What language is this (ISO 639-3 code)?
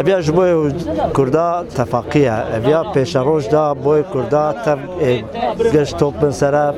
kur